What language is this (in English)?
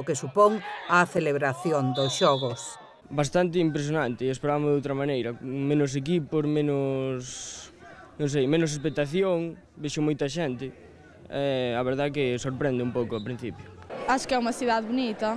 Galician